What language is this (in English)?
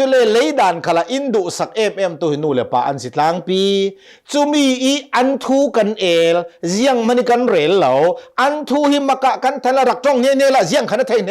Hakha Chin